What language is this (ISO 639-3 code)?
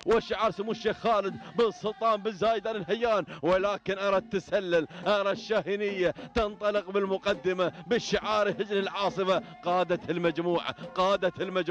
ara